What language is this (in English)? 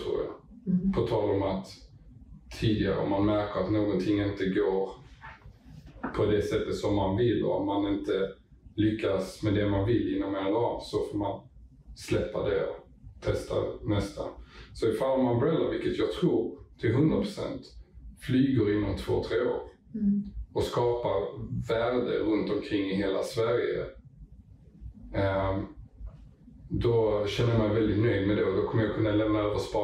Swedish